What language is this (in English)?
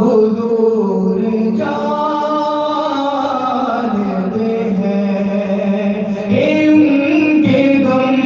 Saraiki